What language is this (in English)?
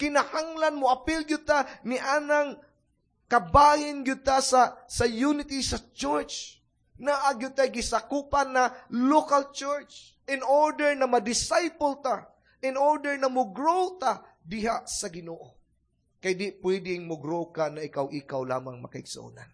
Cebuano